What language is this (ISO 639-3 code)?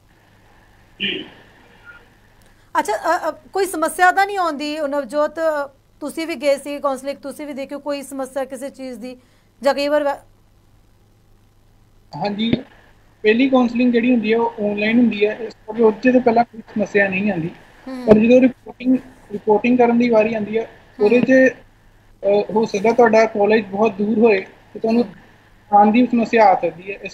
pan